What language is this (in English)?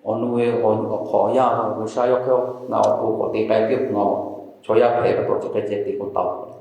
Lahu